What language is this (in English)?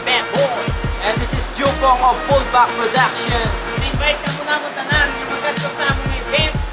Hiligaynon